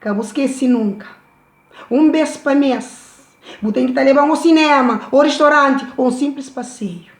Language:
Kabuverdianu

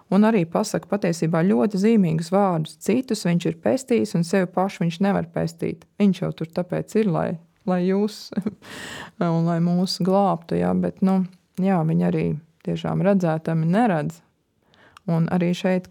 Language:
Latvian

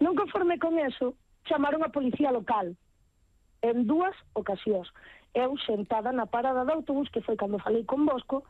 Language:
Galician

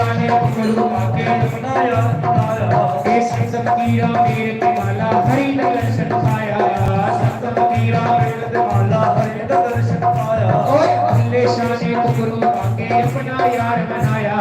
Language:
Dogri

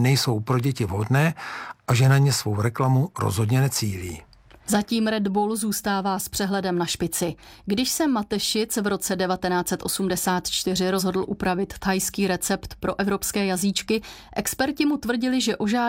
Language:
Czech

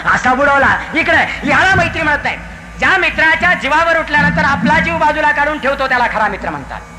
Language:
Marathi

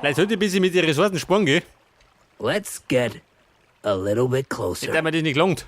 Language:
Bavarian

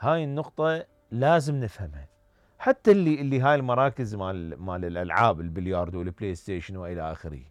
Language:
Mesopotamian Arabic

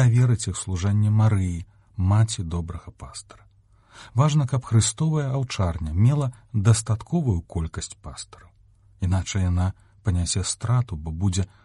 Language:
Belarusian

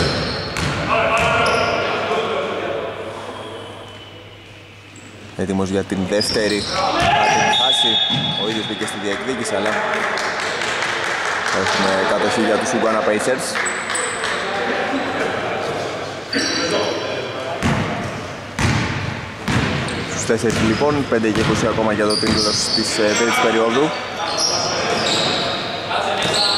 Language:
Greek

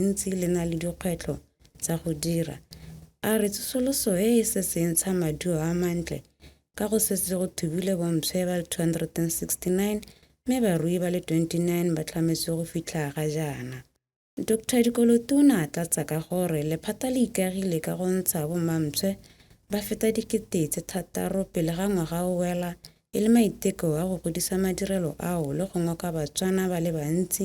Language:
Tswana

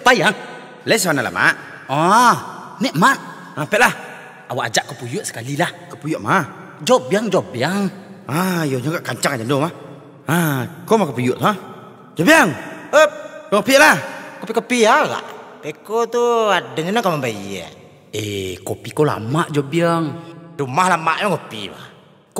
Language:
Minangkabau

